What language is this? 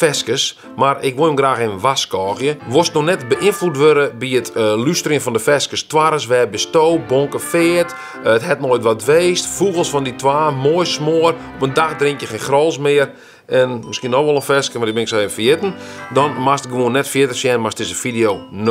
Western Frisian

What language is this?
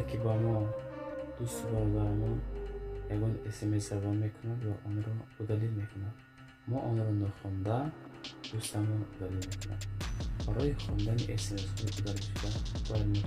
Tajik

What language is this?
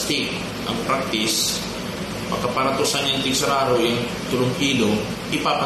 Bikol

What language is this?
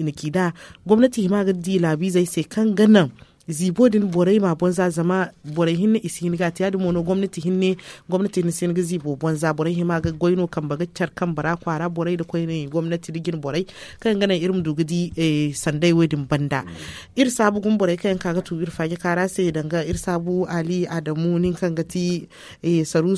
Zarma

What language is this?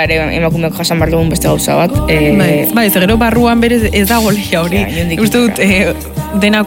Basque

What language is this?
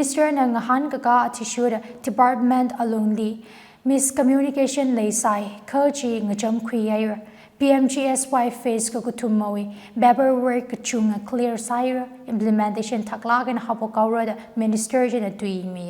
Tangkhul Naga (India)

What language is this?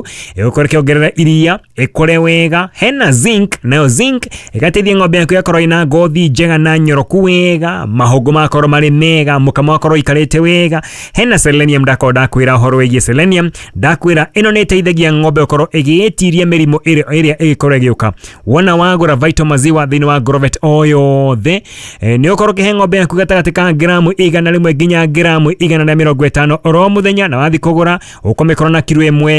Kikuyu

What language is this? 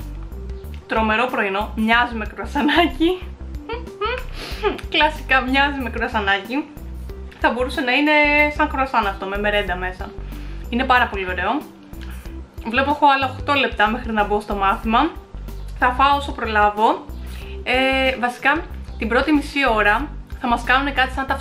Greek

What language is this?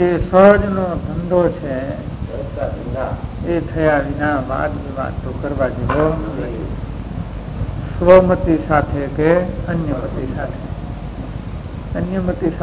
Gujarati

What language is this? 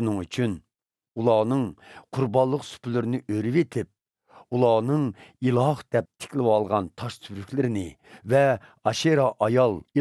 Uyghur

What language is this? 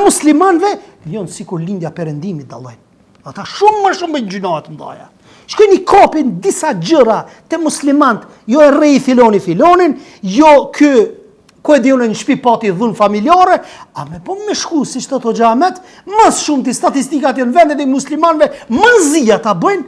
Albanian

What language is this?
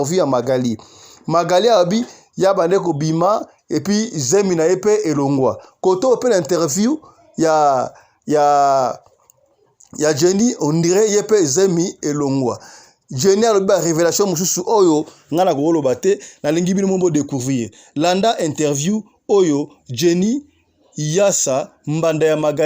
Lingala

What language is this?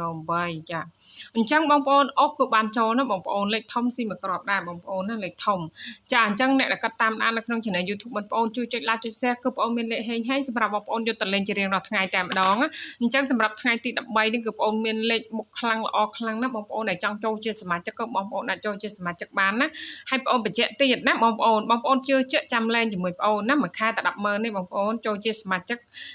Khmer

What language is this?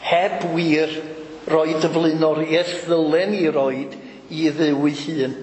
Welsh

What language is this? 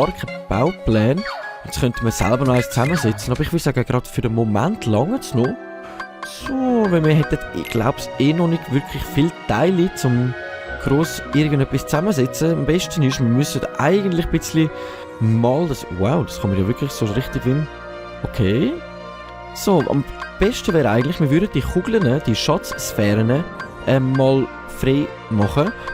Swiss German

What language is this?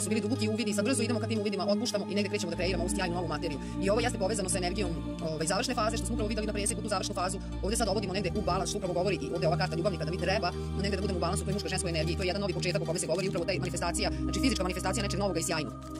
Serbian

